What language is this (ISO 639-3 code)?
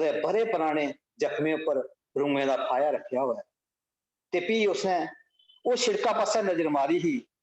doi